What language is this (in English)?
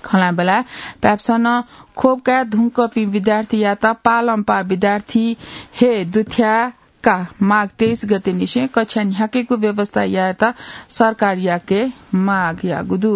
Newari